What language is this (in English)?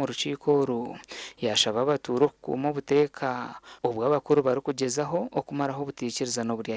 Nyankole